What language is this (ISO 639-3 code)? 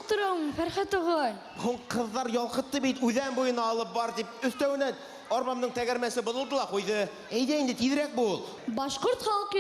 bak